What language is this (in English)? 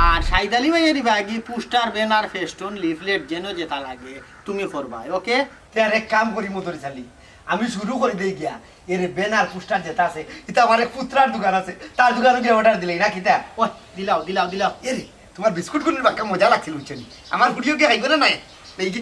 Sylheti